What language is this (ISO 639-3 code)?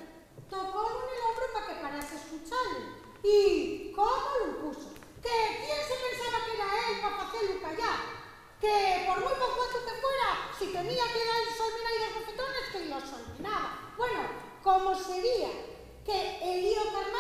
ast